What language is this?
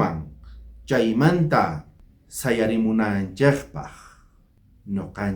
South Bolivian Quechua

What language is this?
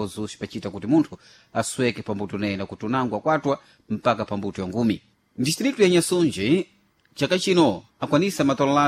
Sena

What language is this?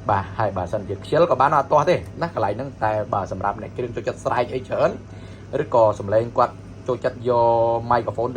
Khmer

